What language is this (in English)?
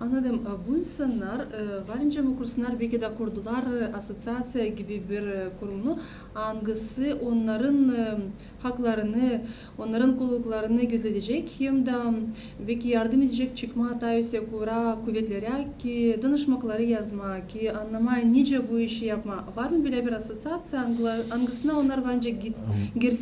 Gagauz